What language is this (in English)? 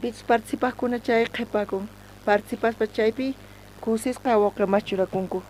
South Bolivian Quechua